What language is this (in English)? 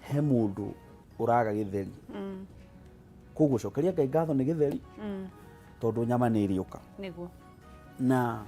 Kikuyu